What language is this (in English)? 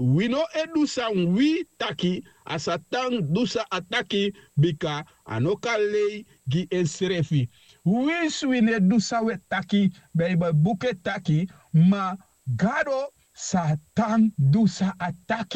Sranan Tongo